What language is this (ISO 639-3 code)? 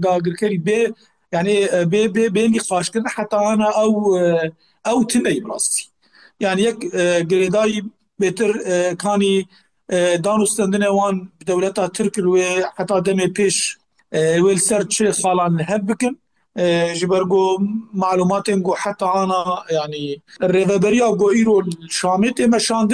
kur